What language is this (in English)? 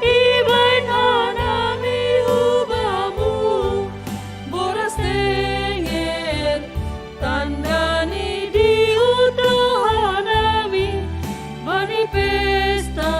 Batak Simalungun